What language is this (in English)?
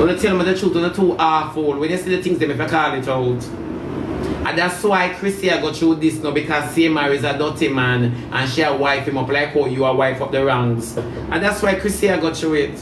Jamaican Creole English